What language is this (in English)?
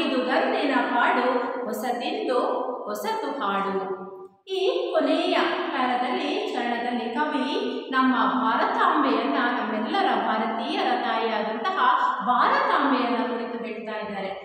Kannada